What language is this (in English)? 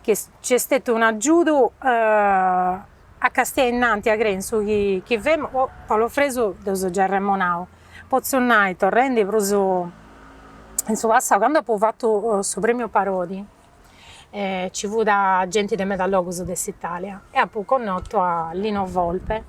Sardinian